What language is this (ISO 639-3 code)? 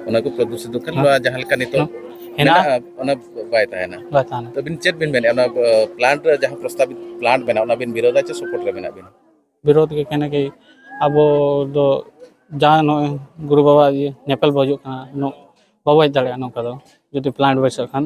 sat